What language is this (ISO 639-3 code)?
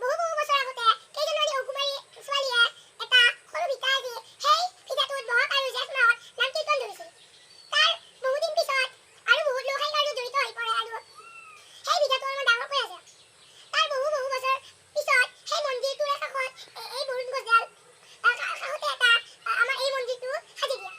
asm